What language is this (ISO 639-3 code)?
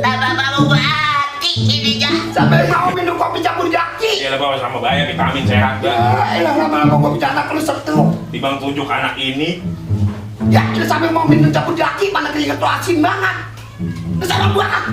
bew